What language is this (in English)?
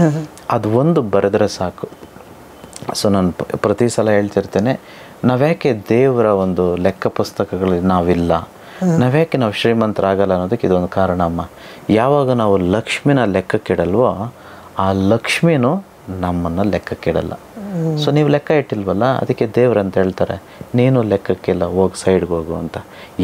Kannada